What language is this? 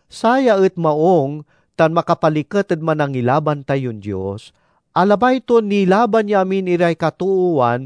Pangasinan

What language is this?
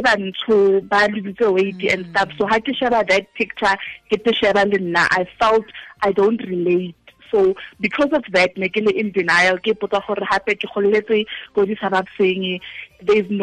Tswana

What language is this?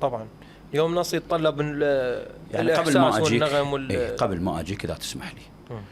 Mesopotamian Arabic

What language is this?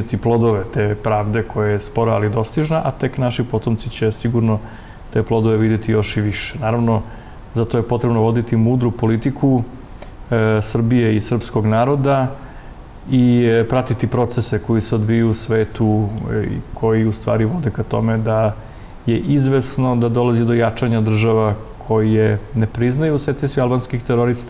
Serbian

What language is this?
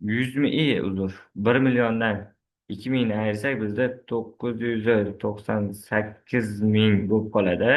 Uzbek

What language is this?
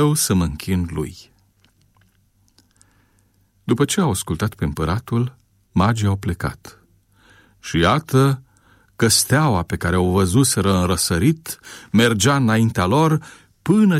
Romanian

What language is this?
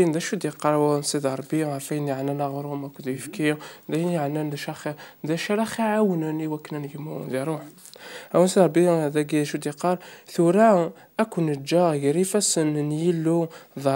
Kabyle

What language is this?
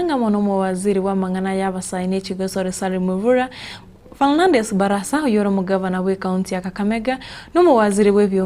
Gusii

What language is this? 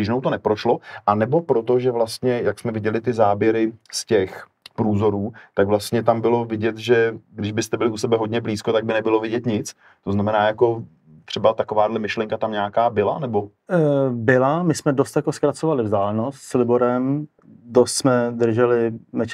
Czech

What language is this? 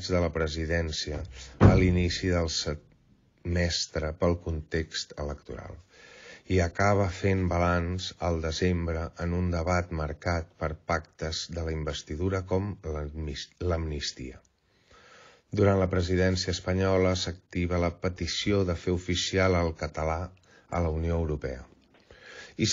Catalan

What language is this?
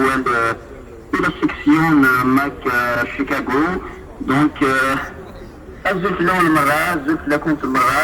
Kabyle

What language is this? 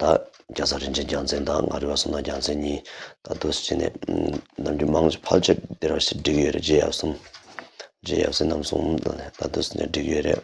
Tibetan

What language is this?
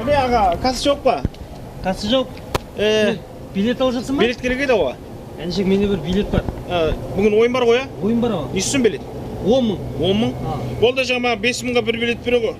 Kara-Kalpak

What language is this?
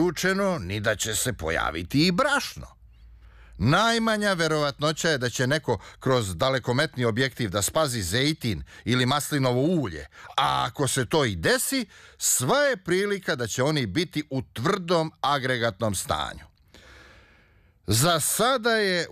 Serbian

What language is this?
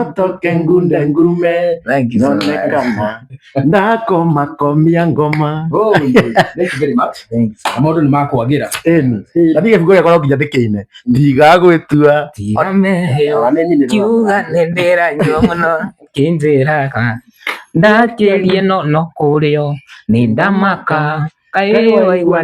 Kikuyu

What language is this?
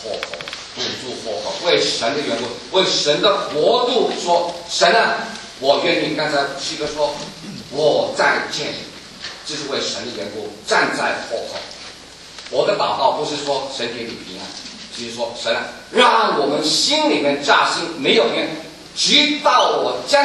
Chinese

